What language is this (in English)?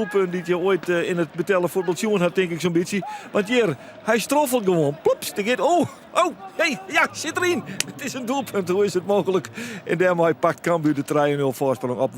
Western Frisian